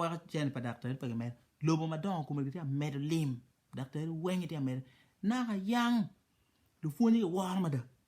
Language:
Acoli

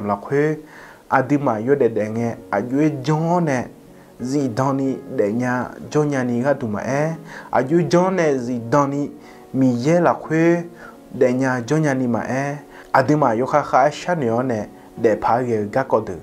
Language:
Akha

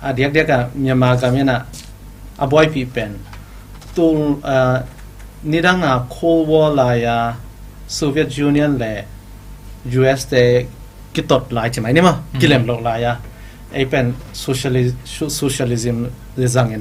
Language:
Tedim Chin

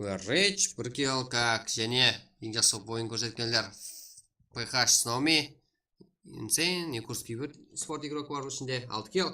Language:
Kara-Kalpak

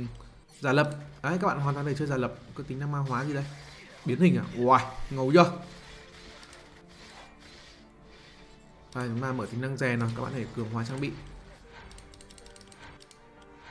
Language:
Vietnamese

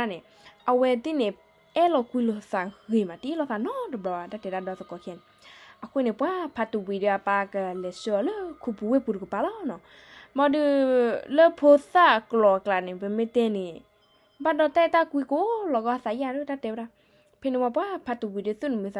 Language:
S'gaw Karen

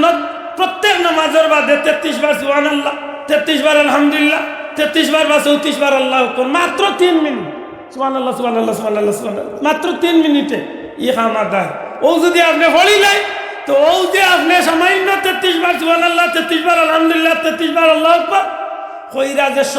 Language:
Sylheti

